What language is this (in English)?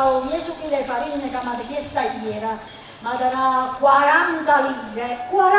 Neapolitan